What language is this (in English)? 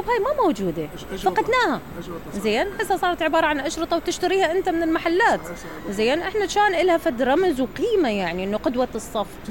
Mesopotamian Arabic